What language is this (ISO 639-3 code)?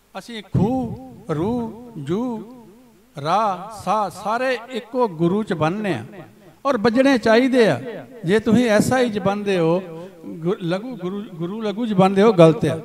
pan